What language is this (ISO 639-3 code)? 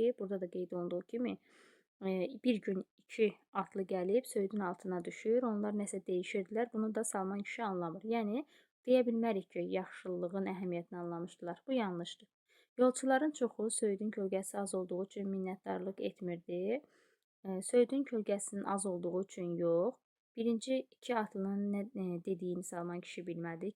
aze